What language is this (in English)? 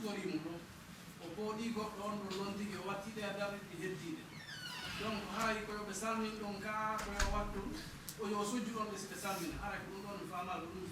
Fula